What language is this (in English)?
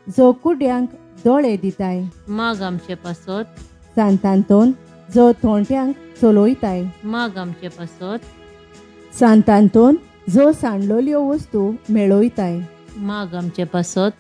Konkani